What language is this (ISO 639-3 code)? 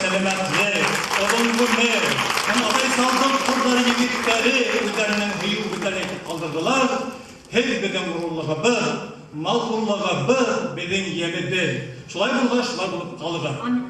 bak